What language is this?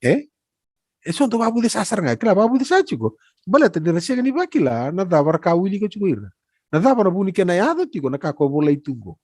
Fijian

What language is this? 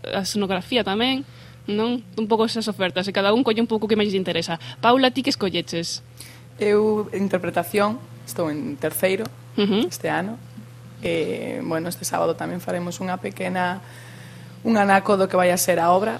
Galician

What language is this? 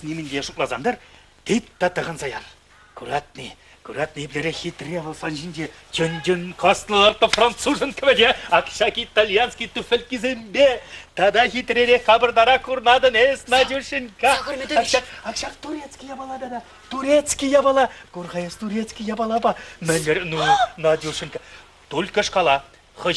Chuvash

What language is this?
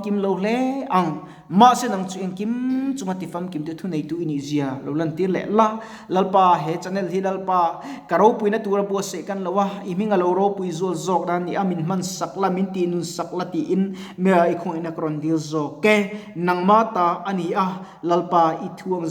Mizo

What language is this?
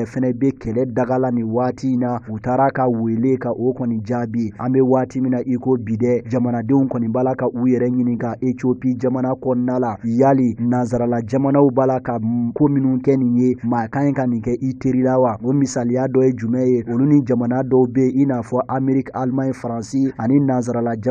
Bambara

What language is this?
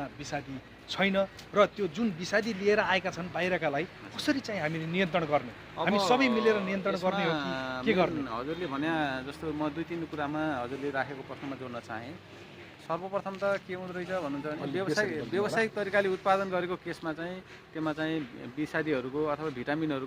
Nepali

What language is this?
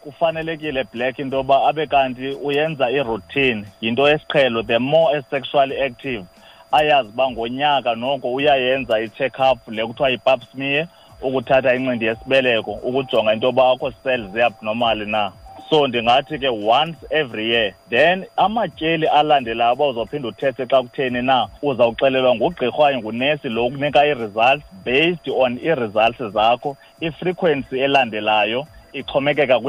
Xhosa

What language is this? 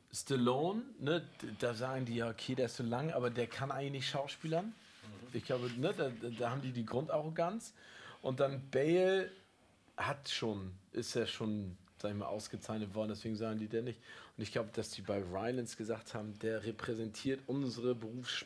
German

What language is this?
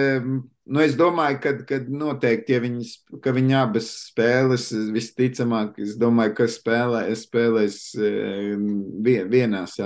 Latvian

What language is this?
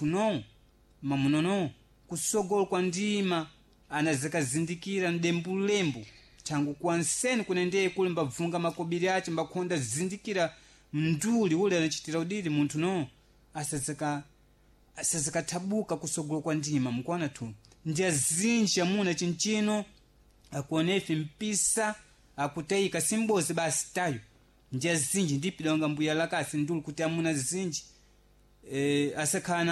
Sena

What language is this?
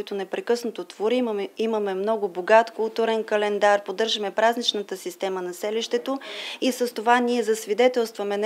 Bulgarian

